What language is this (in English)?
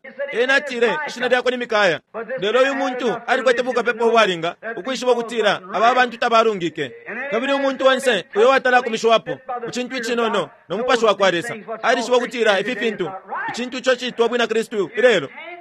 Bemba